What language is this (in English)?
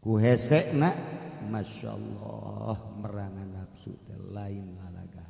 Sundanese